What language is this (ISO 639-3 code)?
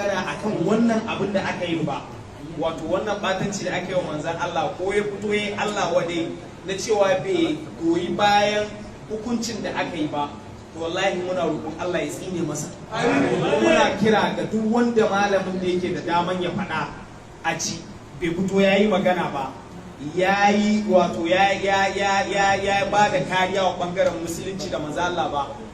hau